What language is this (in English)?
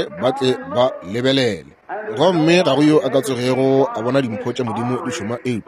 Northern Sotho